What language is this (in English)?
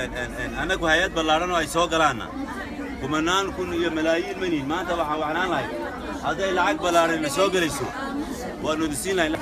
Somali